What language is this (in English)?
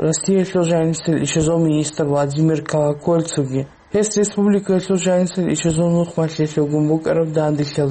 Avaric